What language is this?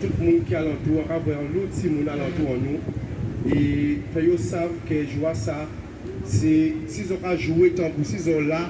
Guadeloupean Creole French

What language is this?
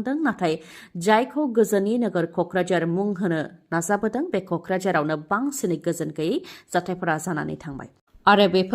Bodo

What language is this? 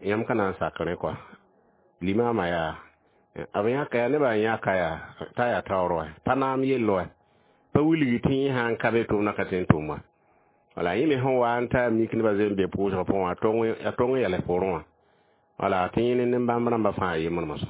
Mossi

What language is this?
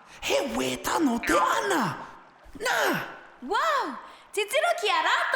Māori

